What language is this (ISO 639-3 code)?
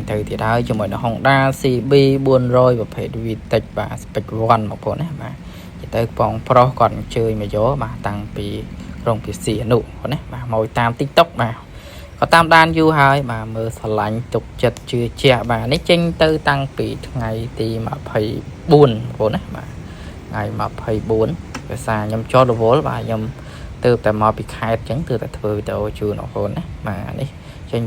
khm